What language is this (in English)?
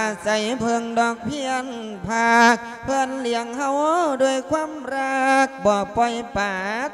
Lao